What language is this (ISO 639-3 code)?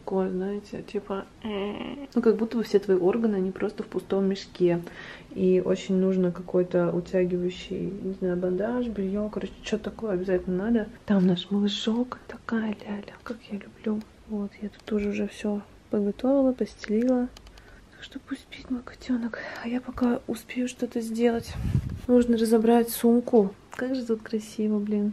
rus